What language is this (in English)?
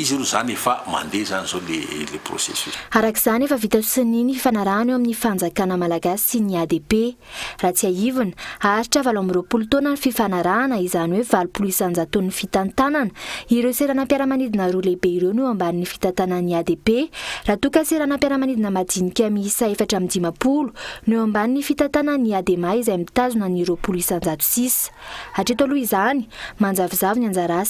Malagasy